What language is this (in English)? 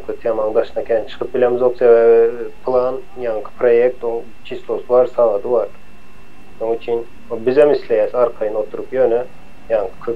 Turkmen